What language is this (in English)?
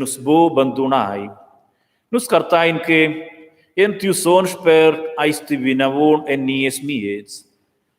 Romansh